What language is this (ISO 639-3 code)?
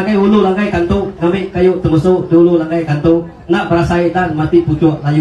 iba